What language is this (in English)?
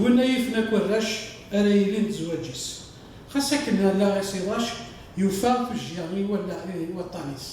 Kabyle